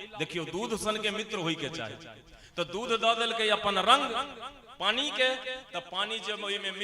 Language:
Maithili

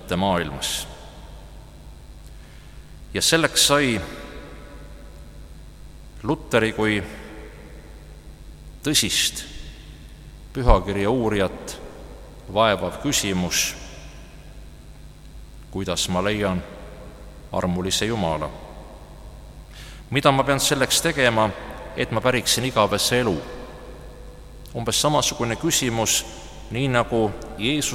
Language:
Estonian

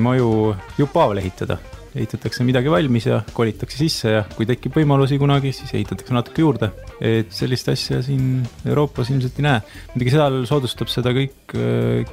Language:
Estonian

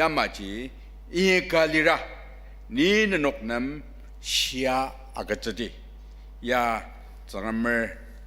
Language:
Ao Naga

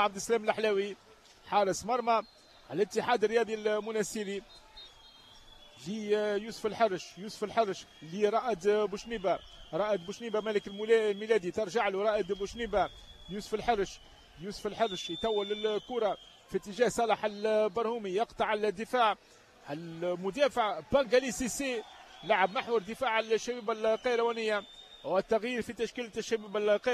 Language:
Tunisian Arabic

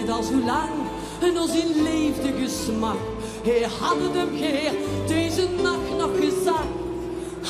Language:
Limburgish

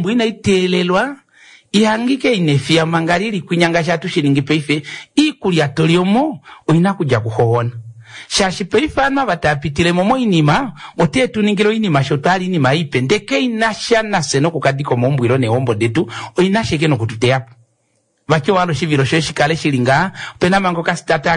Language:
Kuanyama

